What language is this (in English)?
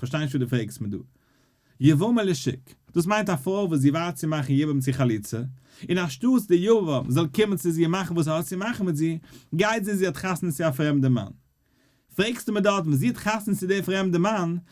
Yiddish